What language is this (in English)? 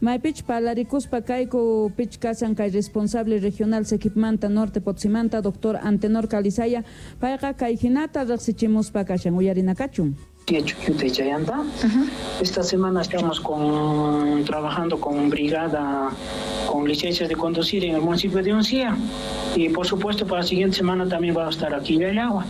South Bolivian Quechua